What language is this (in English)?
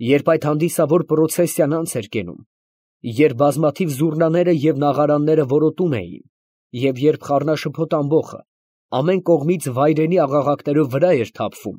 Armenian